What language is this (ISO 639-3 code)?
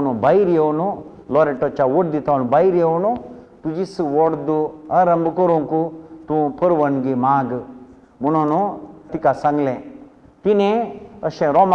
kok